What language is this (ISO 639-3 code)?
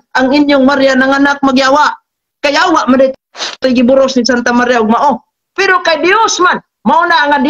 ceb